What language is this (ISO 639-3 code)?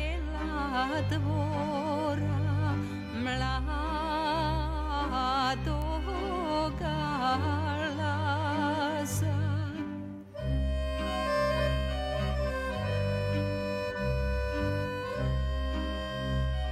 srp